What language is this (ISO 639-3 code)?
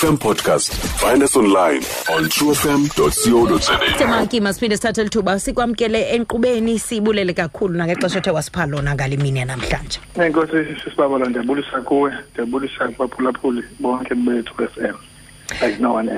xho